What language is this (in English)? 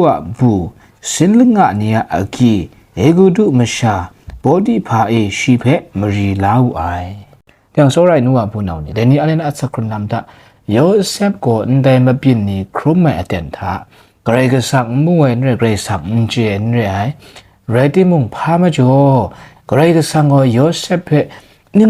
Kachin